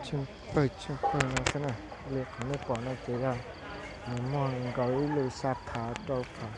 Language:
Hmong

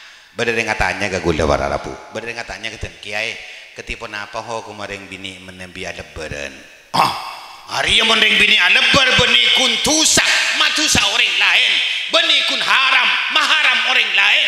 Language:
Madurese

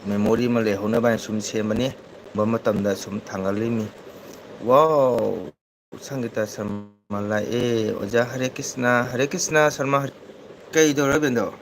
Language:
Manipuri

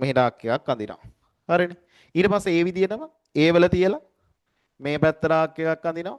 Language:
Sinhala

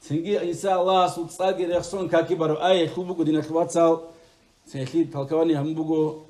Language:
Avaric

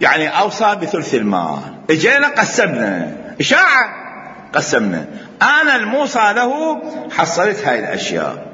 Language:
Mesopotamian Arabic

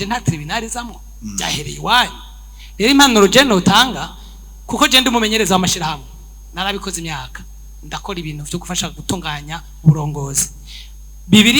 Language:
Rundi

